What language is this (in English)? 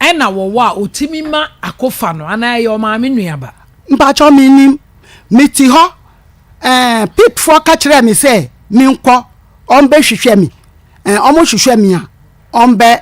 Akan